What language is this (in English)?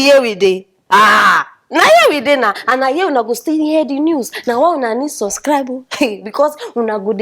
Nigerian Pidgin